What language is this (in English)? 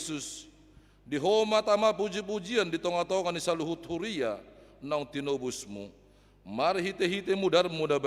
Batak Toba